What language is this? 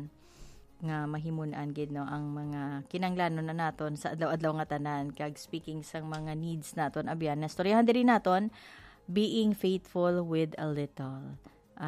Hiligaynon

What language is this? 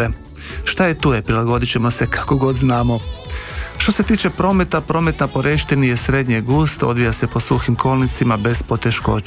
Croatian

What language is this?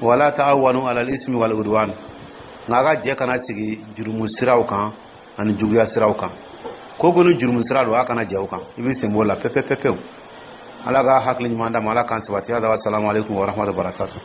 Dyula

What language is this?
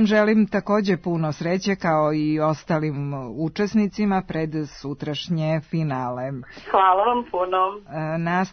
Serbian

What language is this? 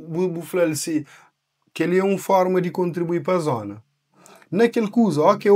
Kabuverdianu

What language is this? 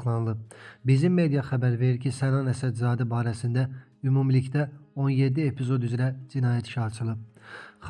Azerbaijani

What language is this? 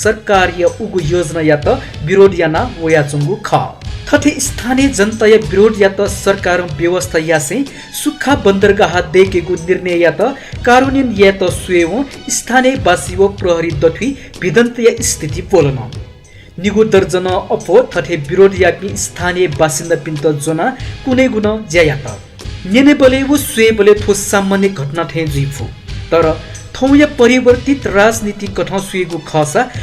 Newari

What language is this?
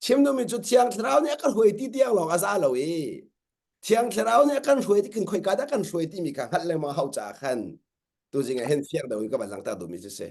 Hakha Chin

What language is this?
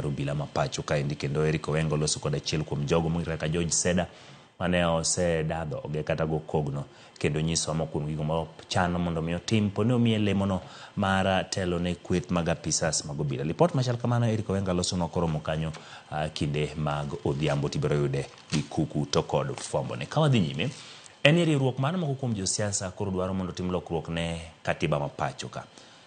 Luo (Kenya and Tanzania)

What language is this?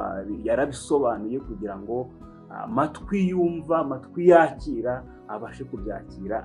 Kinyarwanda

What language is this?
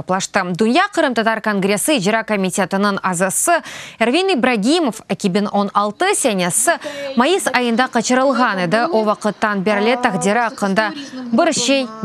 Crimean Tatar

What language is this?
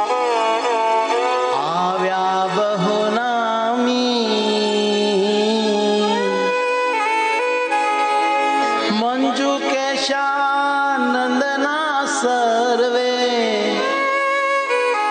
Gujarati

